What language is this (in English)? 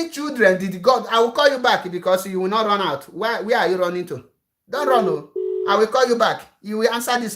Igbo